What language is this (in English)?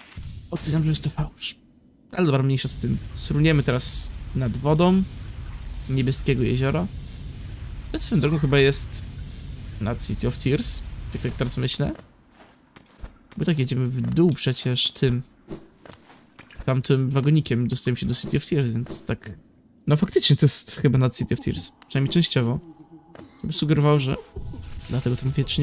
Polish